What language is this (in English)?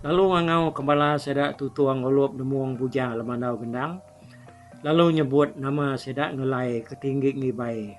Iban